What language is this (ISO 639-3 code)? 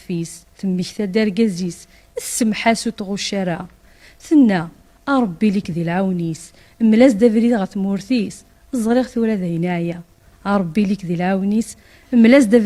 kab